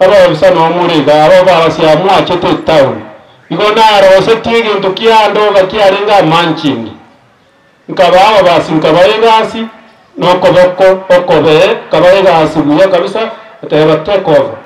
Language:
Gusii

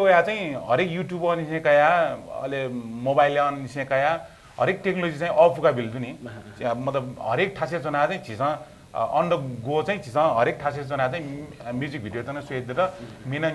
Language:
Newari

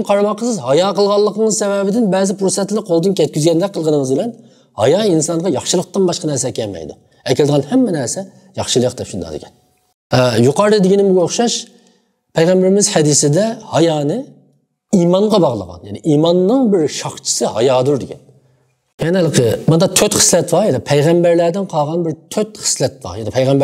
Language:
Uyghur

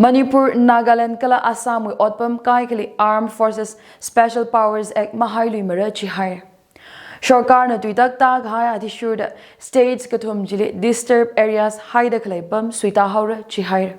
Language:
Tangkhul Naga (India)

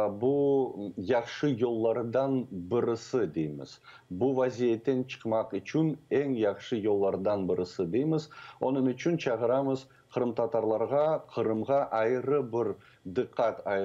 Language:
Crimean Tatar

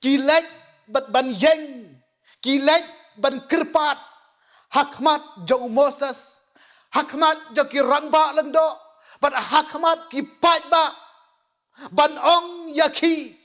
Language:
Khasi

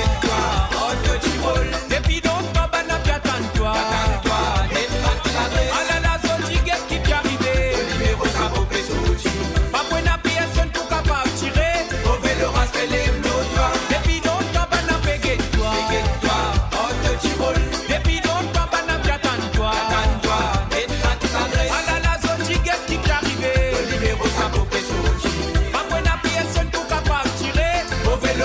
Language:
Morisyen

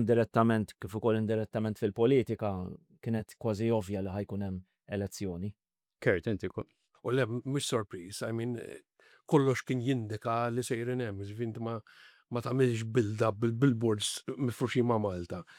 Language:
Maltese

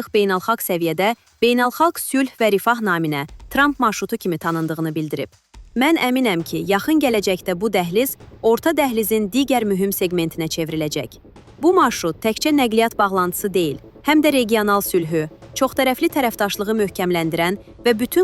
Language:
Azerbaijani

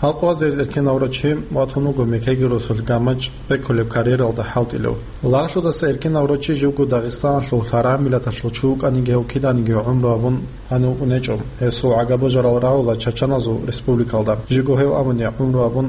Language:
Avaric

